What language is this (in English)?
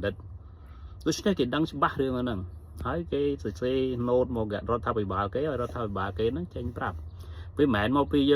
Khmer